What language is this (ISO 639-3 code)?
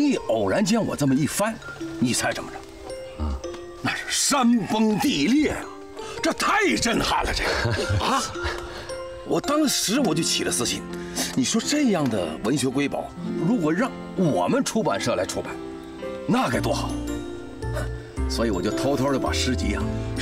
zho